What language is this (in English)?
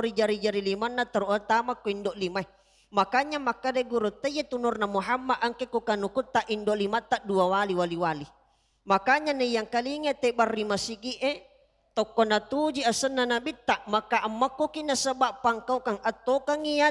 Buginese